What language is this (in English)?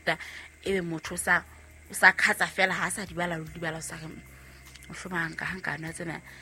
Southern Sotho